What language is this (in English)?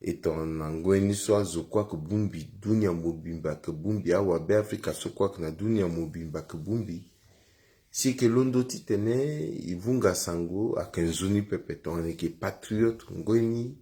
Sango